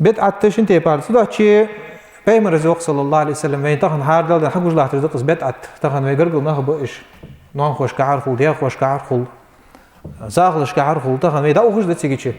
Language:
Ingush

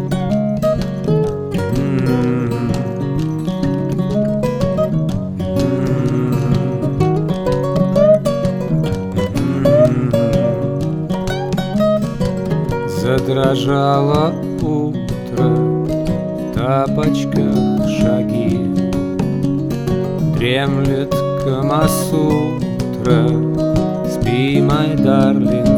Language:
Russian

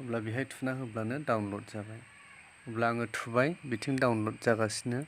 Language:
Bodo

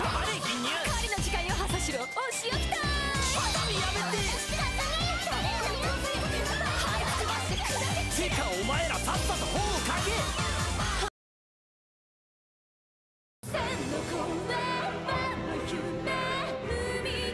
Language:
Japanese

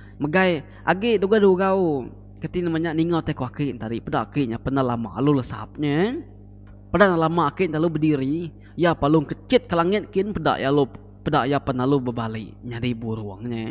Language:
Iban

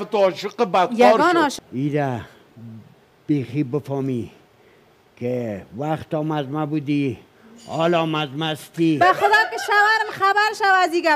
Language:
Persian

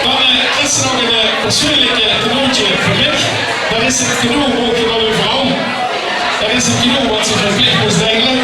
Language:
Limburgish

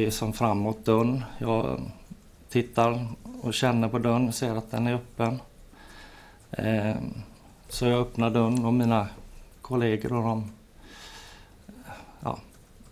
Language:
Swedish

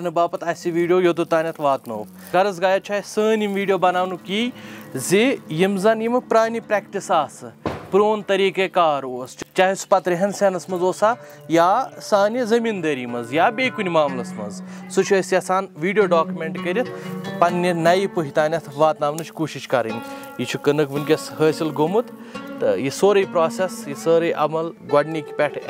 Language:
Kashmiri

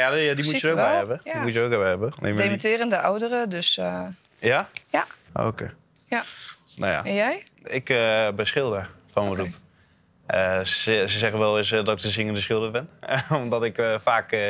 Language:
Dutch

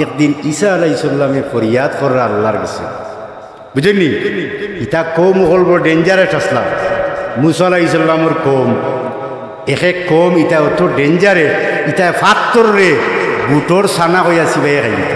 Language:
Sylheti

